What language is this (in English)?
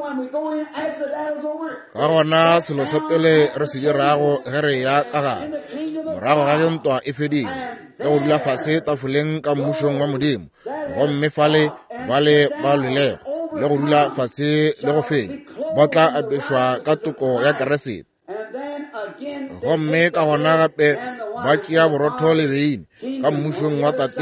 Northern Sotho